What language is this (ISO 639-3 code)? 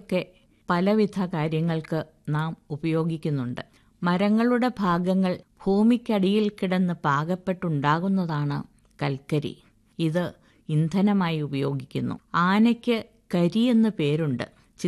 mal